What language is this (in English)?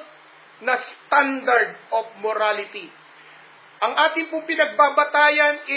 Filipino